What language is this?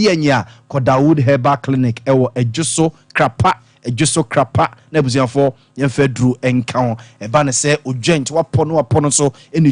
Akan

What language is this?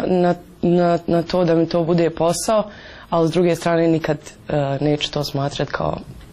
Croatian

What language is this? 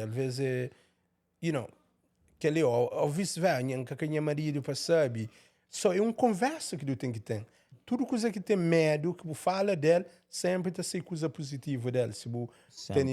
Kabuverdianu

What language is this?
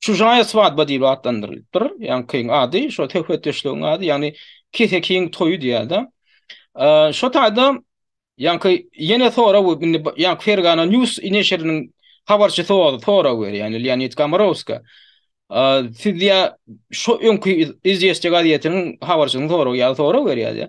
Turkmen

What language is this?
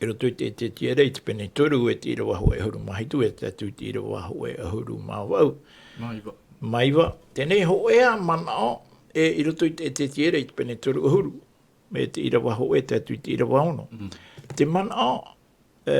Tahitian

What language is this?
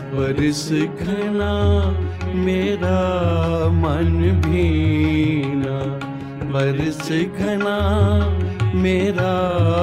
Hindi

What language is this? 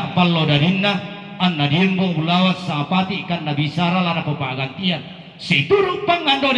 Toraja-Sa'dan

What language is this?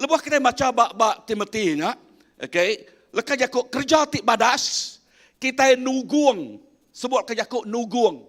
Iban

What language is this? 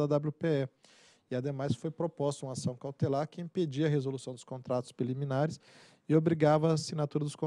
Portuguese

